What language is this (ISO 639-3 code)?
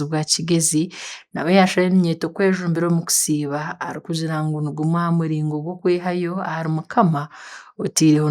nyn